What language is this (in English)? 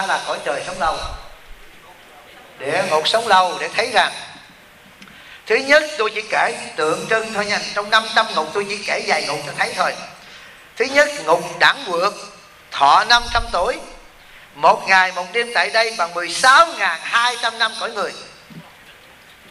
Vietnamese